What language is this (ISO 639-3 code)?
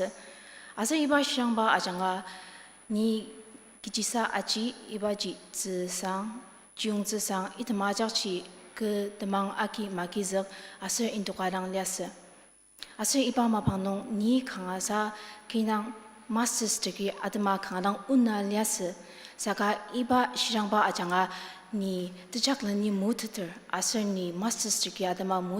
njo